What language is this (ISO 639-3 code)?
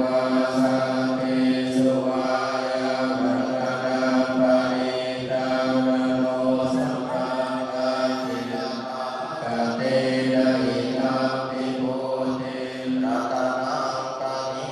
pli